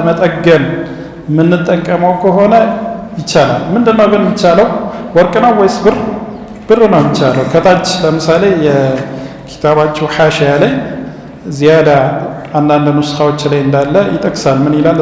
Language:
Amharic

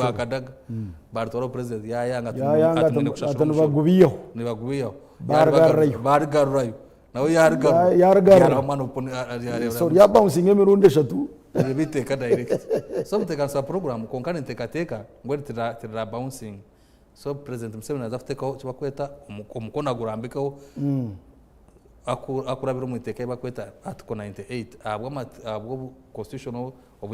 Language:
Nyankole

